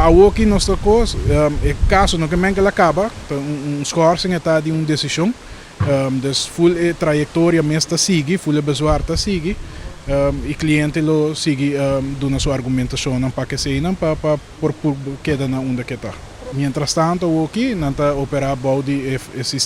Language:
Papiamento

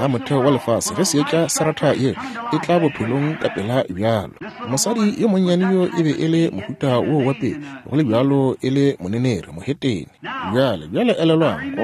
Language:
Northern Sotho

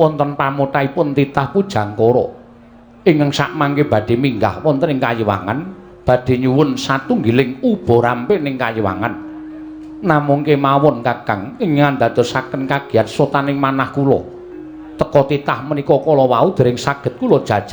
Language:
Javanese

